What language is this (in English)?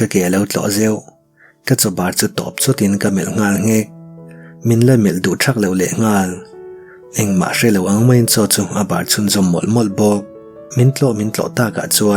Mizo